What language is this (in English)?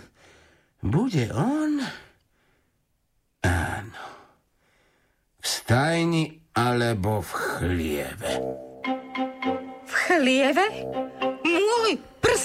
Slovak